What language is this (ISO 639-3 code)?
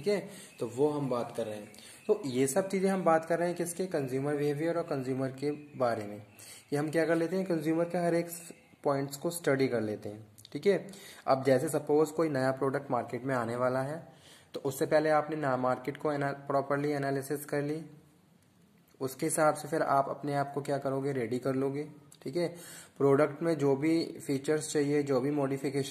hin